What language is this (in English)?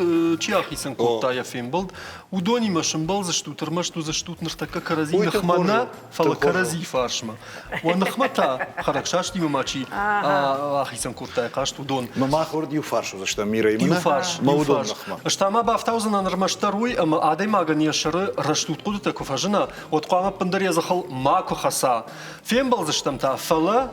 Ossetic